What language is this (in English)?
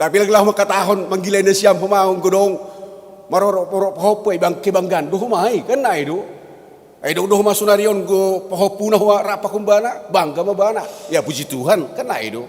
Batak Simalungun